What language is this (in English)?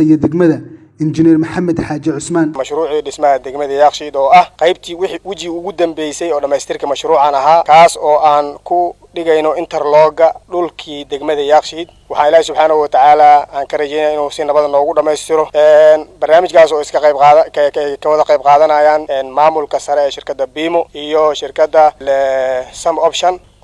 Somali